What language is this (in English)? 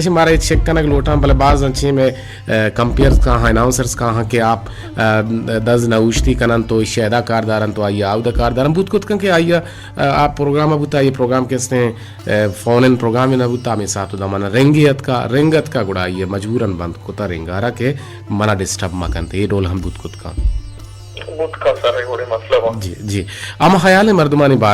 Baluchi